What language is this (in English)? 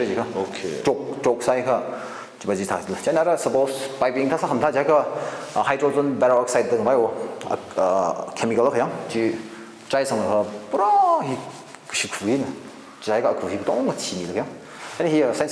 Tangkhul Naga (India)